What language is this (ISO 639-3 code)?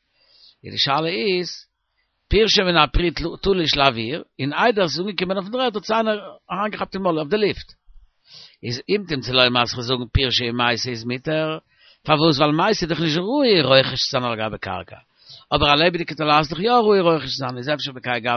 yid